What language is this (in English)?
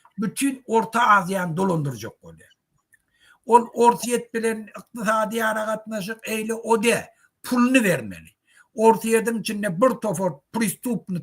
Turkmen